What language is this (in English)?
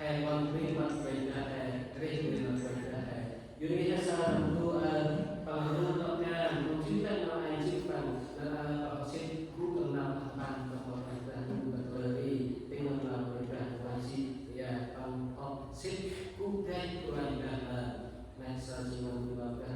Central Mnong